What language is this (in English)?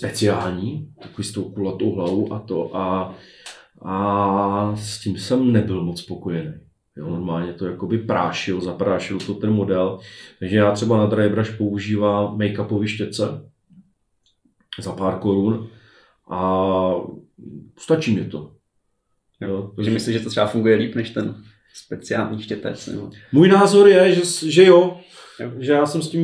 Czech